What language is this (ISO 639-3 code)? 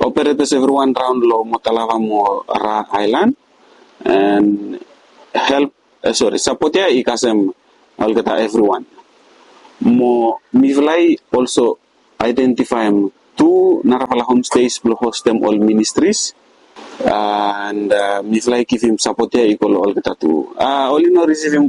bis